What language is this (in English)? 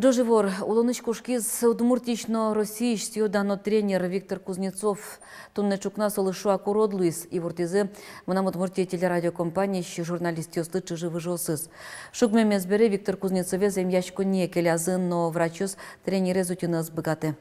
Udmurt